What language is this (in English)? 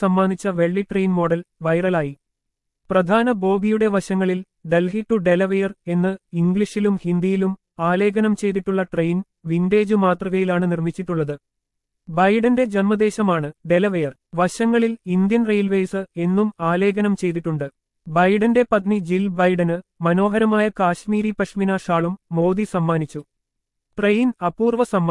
Malayalam